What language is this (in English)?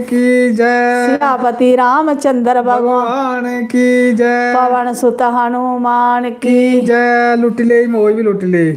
Dogri